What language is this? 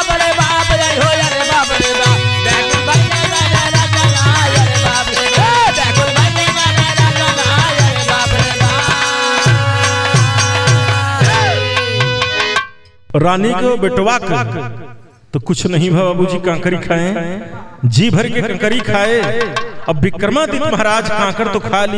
Bhojpuri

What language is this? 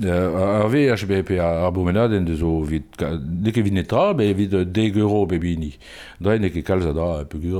Breton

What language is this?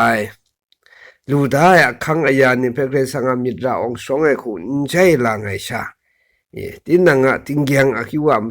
Kachin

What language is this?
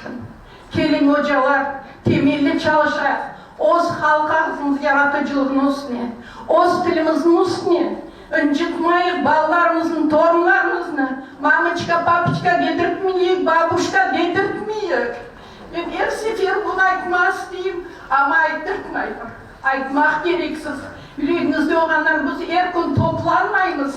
Crimean Tatar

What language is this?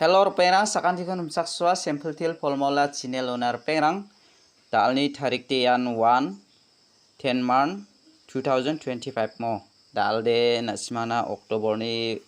Garo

